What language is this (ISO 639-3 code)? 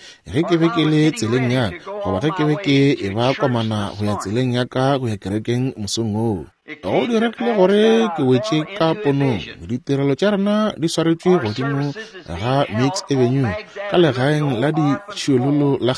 nso